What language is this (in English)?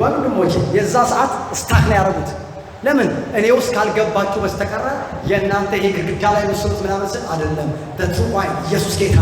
Amharic